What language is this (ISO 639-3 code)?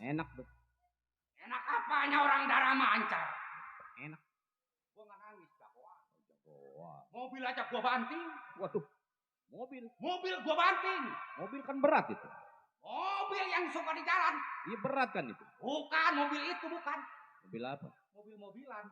bew